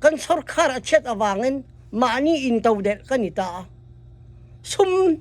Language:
Hakha Chin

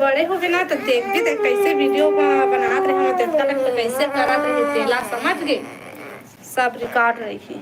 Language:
Chhattisgarhi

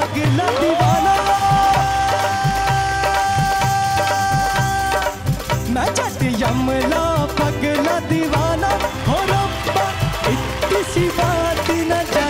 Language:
Hindi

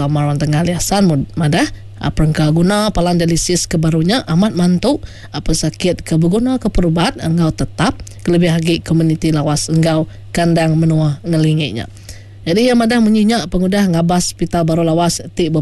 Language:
Iban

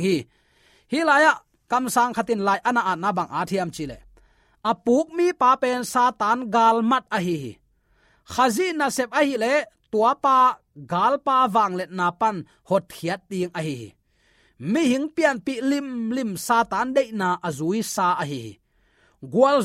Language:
Tedim Chin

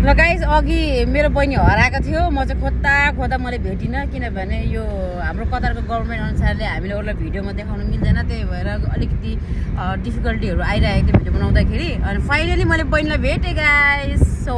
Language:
Nepali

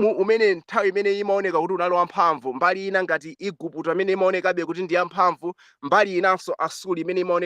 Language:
Nyanja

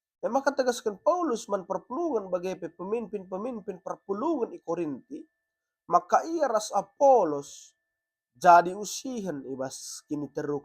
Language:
Batak Karo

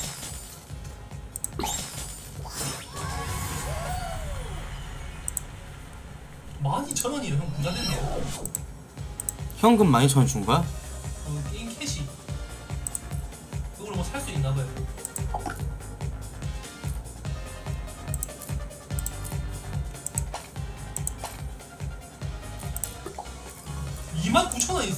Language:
Korean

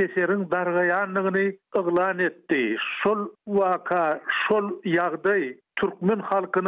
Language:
Turkmen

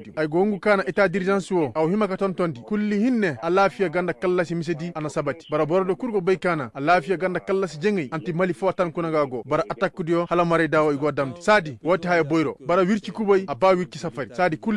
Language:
Koyraboro Senni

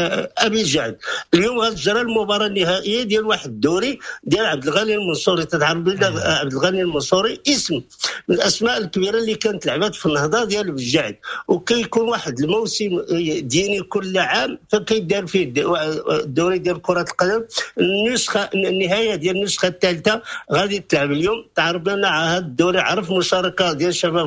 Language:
Moroccan Arabic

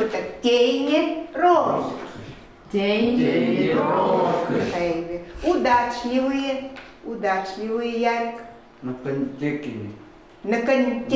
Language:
Chukot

